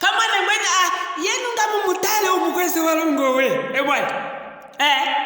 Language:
Luvale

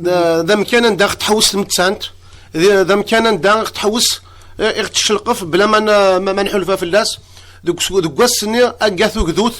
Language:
Kabyle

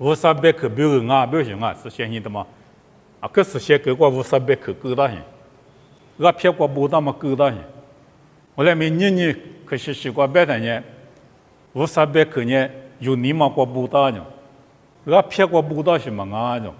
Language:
Lisu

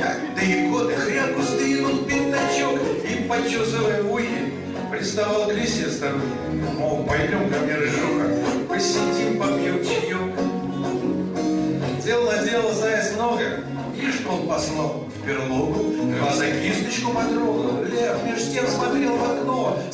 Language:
Russian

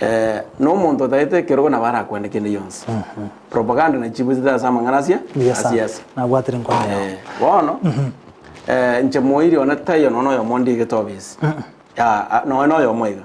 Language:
Gusii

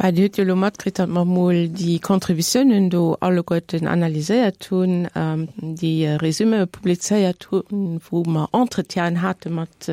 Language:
Luxembourgish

